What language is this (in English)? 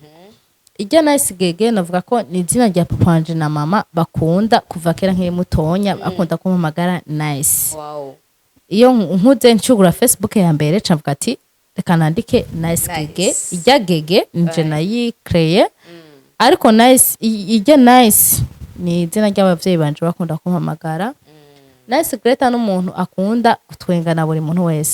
Rundi